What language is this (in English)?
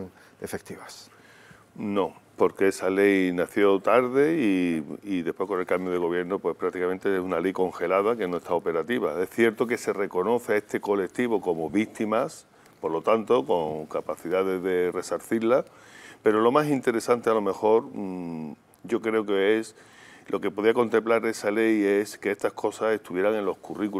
Spanish